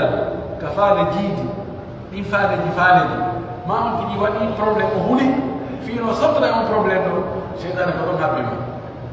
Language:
Pular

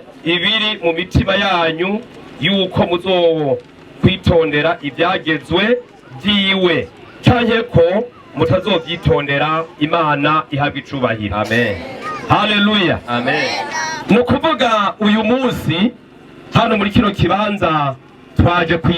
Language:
Rundi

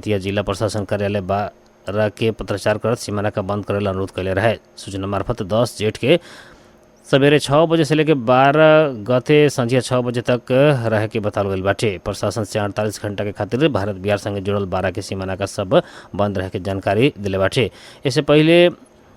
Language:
Bhojpuri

